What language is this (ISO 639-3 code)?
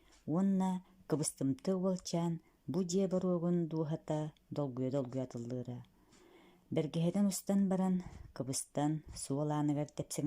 sah